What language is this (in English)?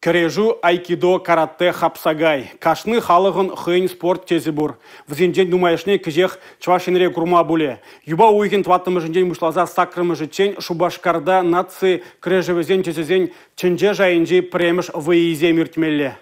Chuvash